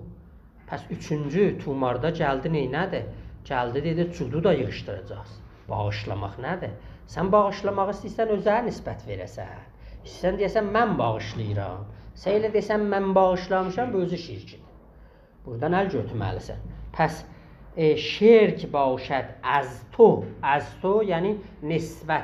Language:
South Azerbaijani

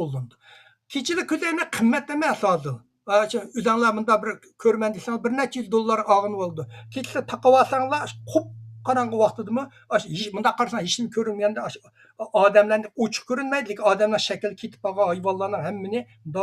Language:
Uyghur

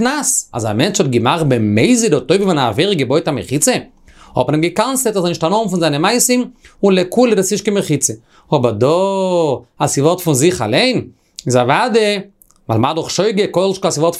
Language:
Yiddish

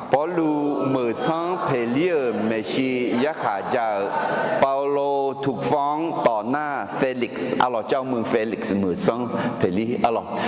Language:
Akha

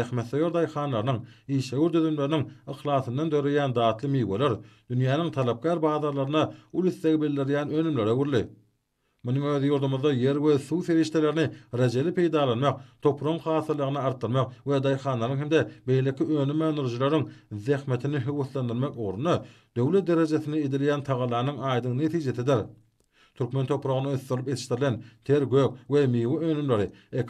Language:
Turkmen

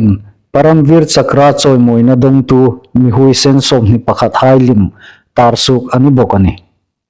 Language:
Hmar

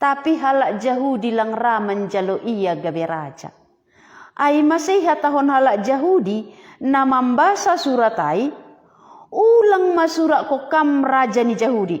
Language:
Batak Simalungun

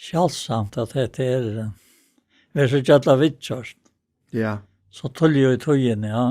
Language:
Faroese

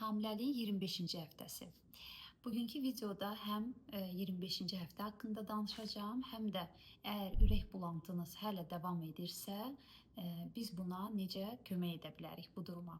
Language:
Azerbaijani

